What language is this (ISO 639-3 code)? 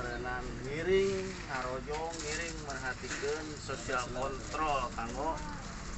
sun